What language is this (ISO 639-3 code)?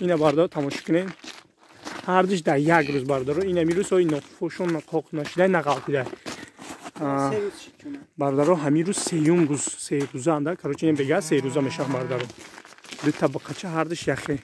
tgk